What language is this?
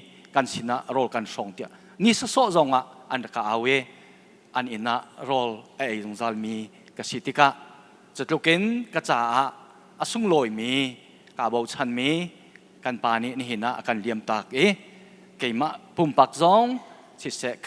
Hakha Chin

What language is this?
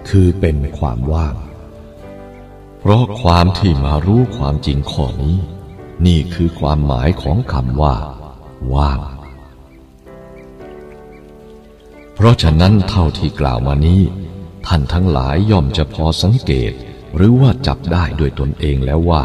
Thai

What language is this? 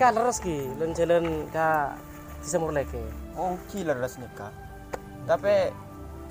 Madurese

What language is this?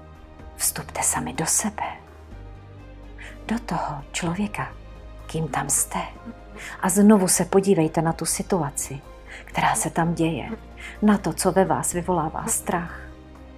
Czech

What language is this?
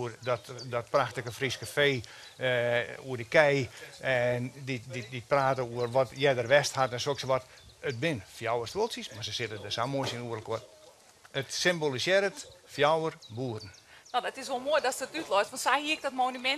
Western Frisian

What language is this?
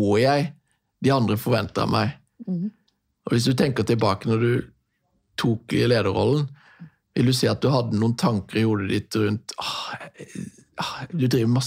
Norwegian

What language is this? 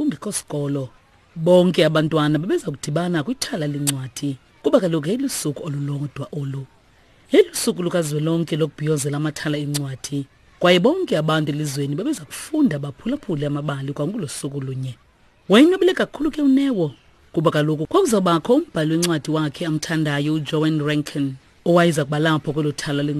Xhosa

